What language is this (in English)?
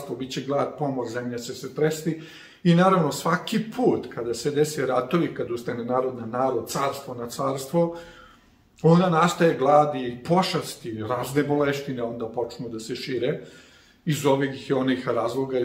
Serbian